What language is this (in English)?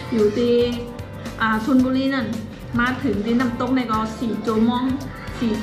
Shan